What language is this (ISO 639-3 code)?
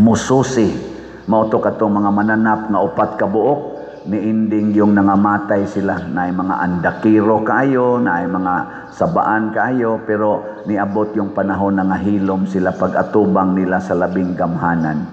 ceb